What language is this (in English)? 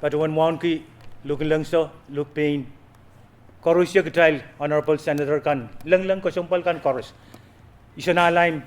Pohnpeian